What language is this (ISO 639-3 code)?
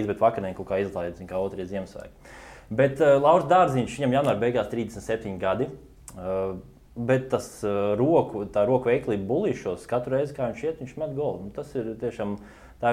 lav